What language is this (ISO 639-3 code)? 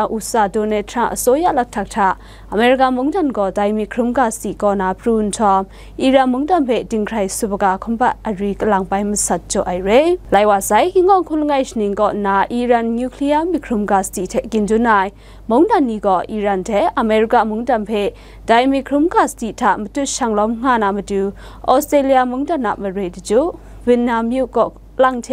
kac